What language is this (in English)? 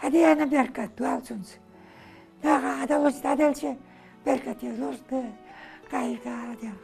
Ingush